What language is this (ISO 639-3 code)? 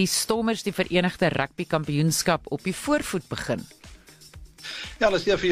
afr